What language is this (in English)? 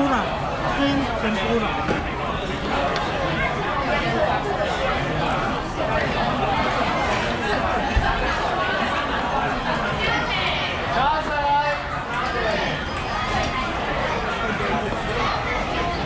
Filipino